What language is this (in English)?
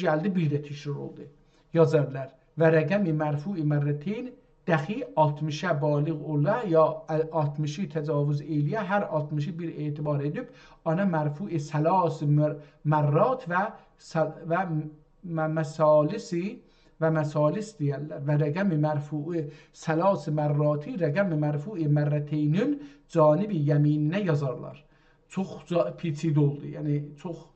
South Azerbaijani